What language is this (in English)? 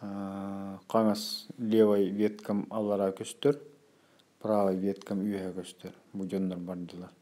Yakut